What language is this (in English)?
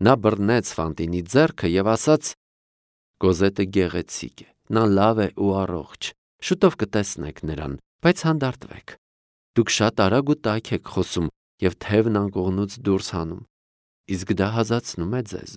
Armenian